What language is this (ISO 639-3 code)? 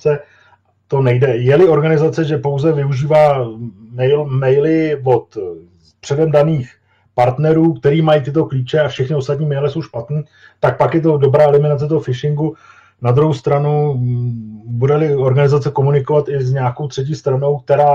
ces